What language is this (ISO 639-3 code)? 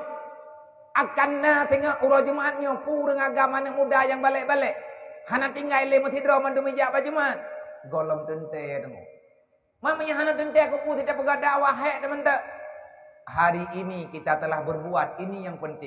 ace